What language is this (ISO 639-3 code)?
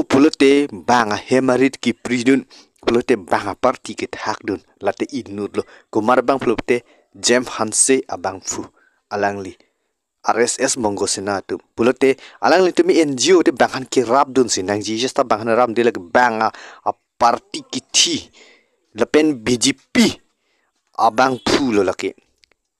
mjw